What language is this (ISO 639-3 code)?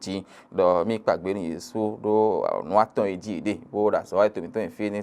fon